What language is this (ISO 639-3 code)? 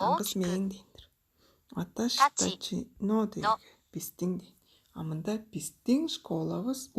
tyv